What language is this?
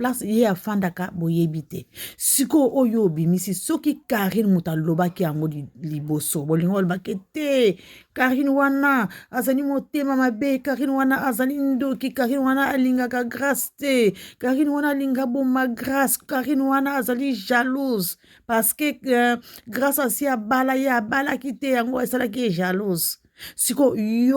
Lingala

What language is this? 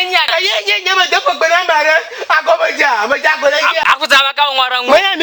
Ewe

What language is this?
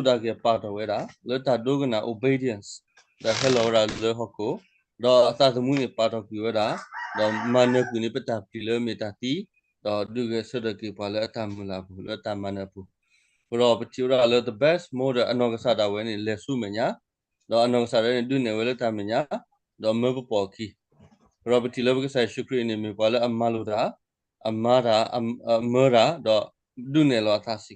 S'gaw Karen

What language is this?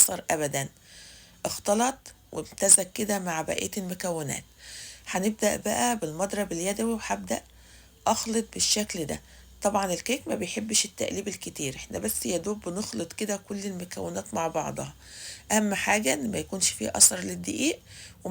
Egyptian Arabic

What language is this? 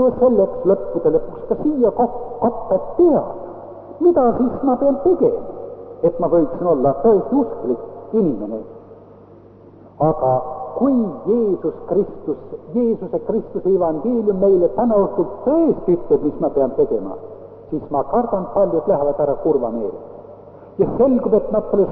Estonian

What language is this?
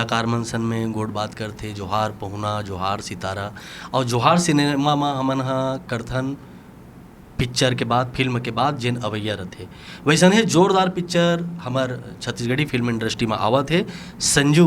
Chhattisgarhi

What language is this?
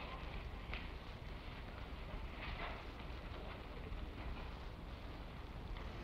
French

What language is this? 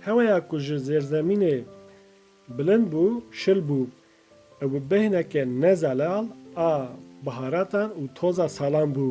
Kurdish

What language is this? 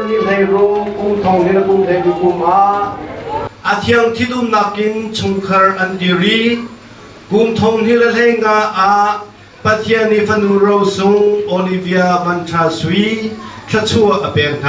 Hakha Chin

